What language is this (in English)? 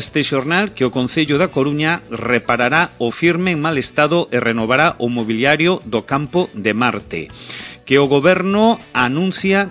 Galician